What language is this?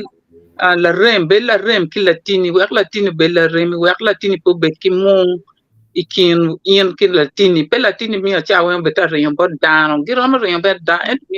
Acoli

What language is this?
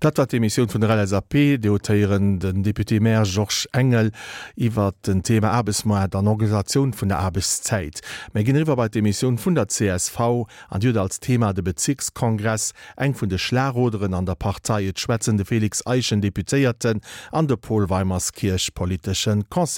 Luxembourgish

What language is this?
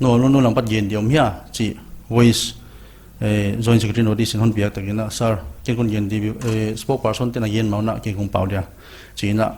Paite Chin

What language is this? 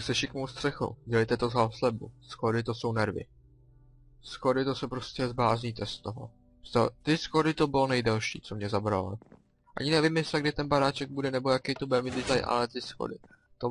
Czech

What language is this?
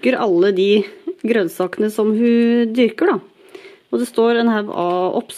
Norwegian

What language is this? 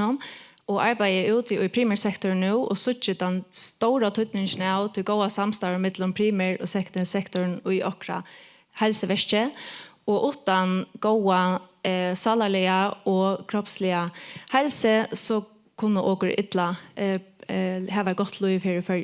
Faroese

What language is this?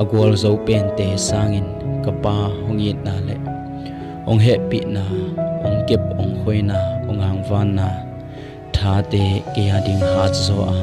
Tedim Chin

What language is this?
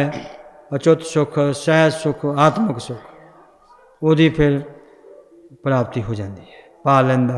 Punjabi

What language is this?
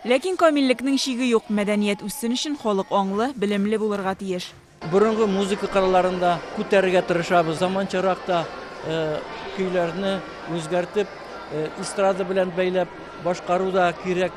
Tatar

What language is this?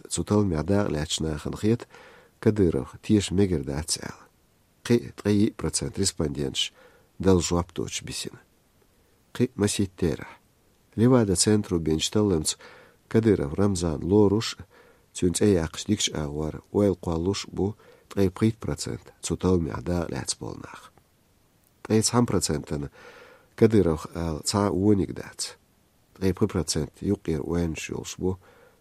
Chechen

